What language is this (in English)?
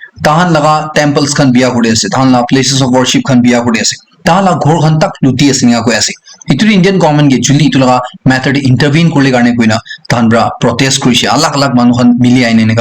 Naga Pidgin